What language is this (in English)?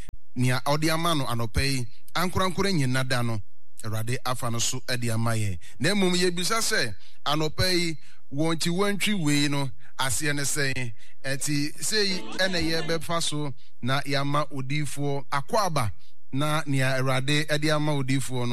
Akan